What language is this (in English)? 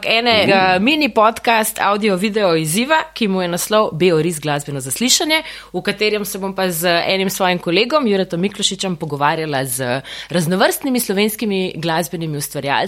Slovenian